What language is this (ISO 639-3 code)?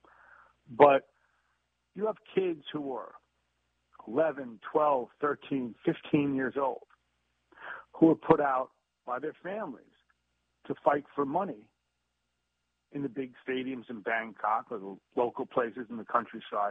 eng